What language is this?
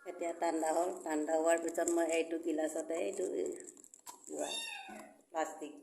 Assamese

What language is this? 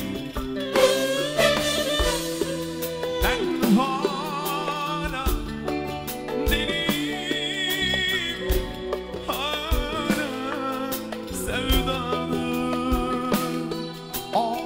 Turkish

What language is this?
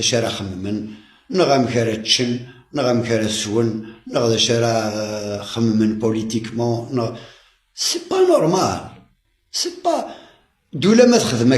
Kabyle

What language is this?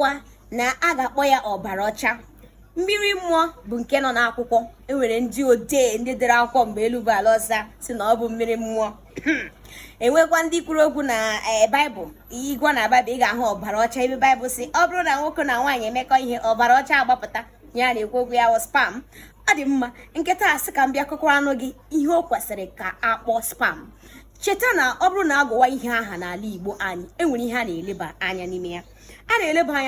Igbo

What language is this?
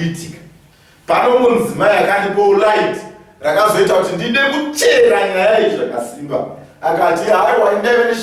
Shona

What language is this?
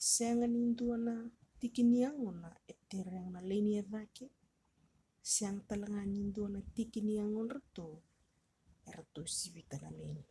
Fijian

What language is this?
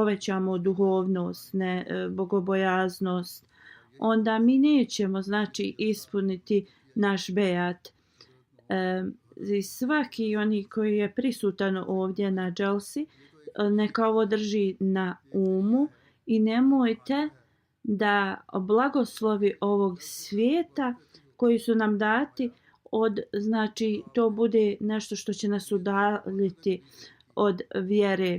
Bosnian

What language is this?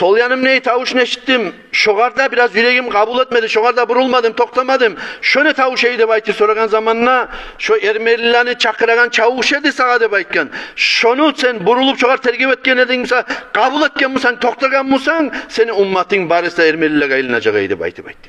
Kumyk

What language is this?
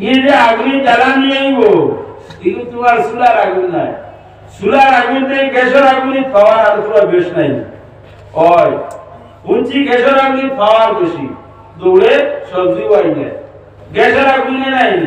Sylheti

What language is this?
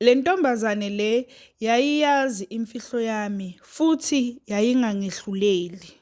Zulu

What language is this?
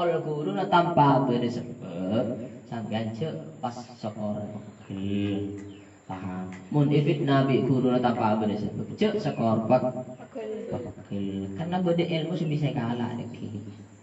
Madurese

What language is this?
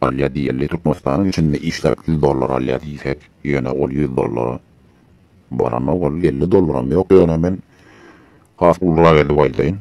Turkmen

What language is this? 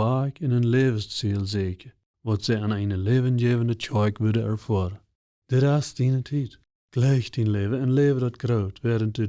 Plautdietsch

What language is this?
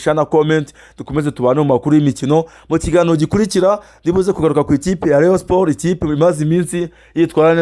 Kinyarwanda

